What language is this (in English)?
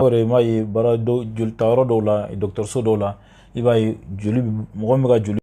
Bambara